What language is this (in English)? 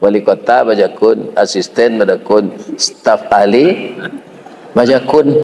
Minangkabau